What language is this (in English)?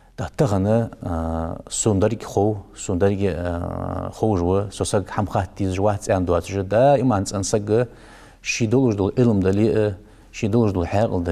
Ingush